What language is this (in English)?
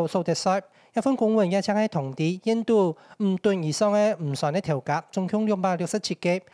Hakka Chinese